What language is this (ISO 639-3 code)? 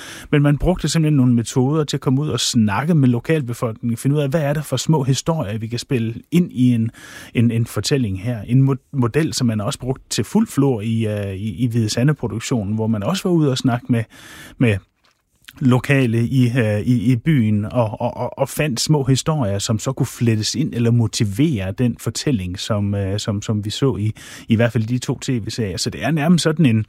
dan